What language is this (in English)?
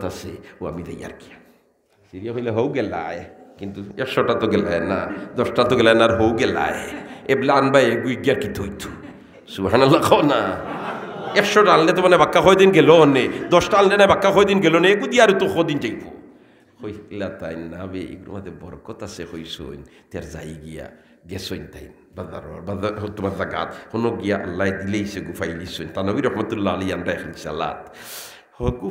Sylheti